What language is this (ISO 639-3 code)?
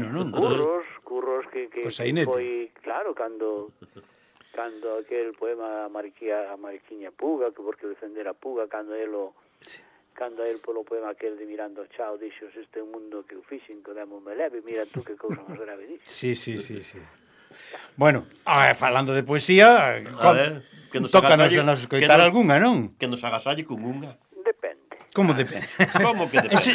glg